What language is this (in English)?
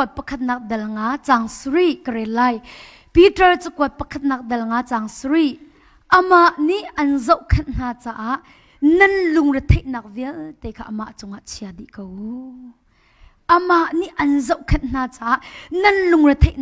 Hakha Chin